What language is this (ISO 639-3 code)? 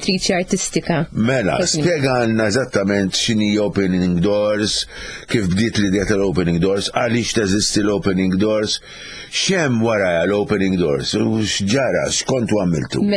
mlt